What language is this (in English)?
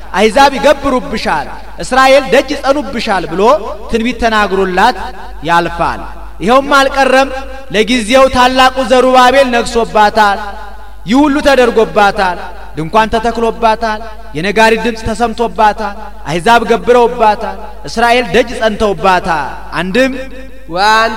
Amharic